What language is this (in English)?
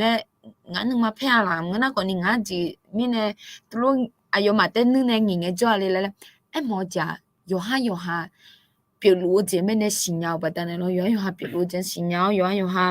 Akha